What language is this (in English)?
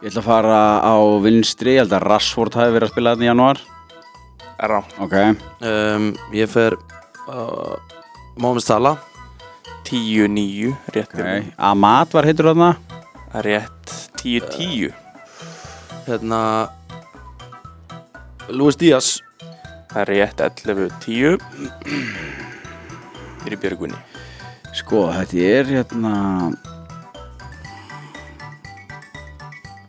Icelandic